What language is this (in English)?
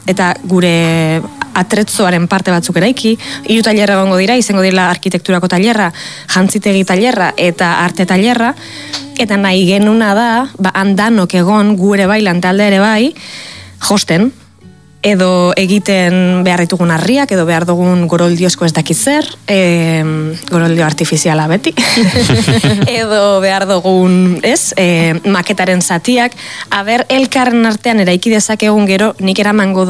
Basque